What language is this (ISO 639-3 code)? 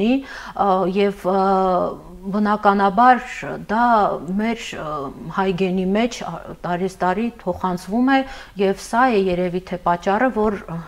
hye